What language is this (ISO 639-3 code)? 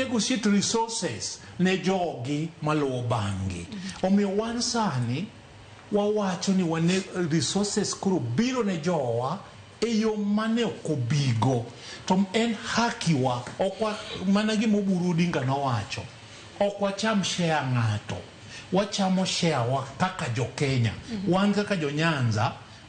luo